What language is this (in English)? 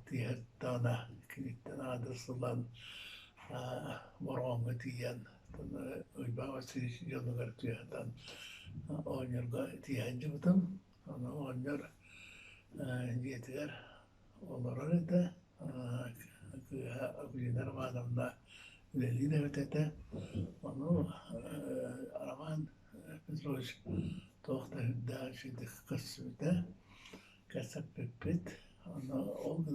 Yakut